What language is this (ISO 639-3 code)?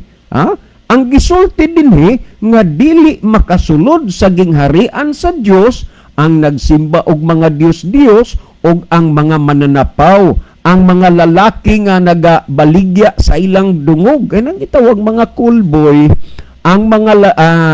ceb